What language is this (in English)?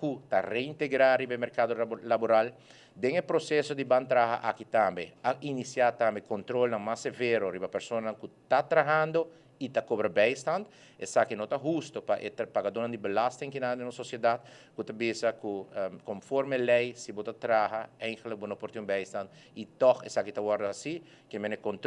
Papiamento